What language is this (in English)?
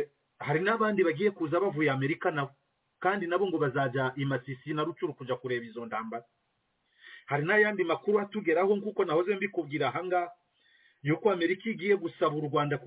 Kinyarwanda